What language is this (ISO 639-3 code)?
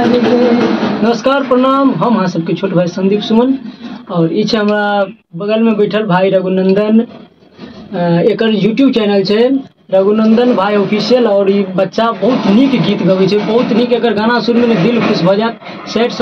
mai